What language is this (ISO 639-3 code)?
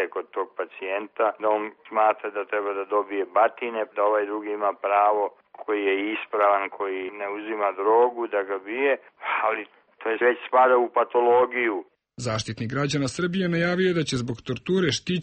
srp